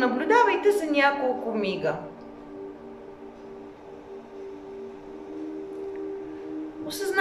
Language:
Bulgarian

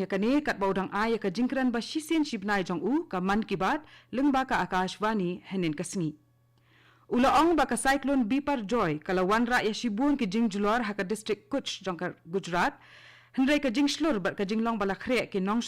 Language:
Khasi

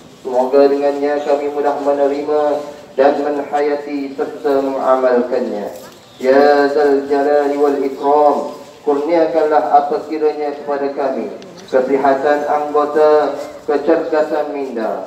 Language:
Malay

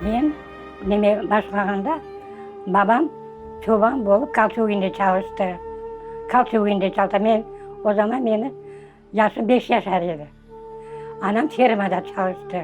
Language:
Crimean Tatar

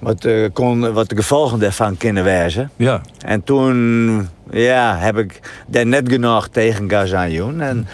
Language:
Western Frisian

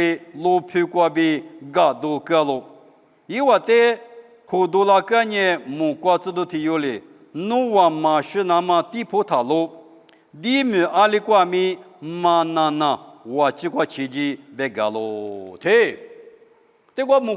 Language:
Lisu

